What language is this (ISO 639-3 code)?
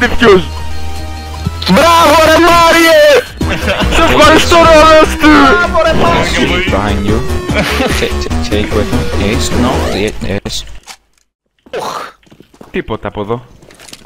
ell